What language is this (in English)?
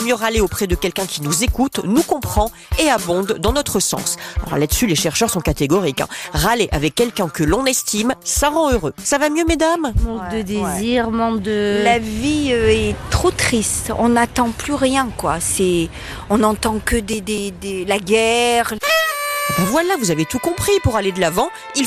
French